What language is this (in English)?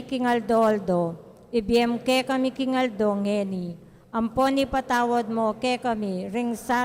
Pampanga